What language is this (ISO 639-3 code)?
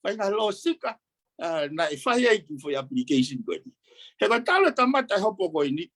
ton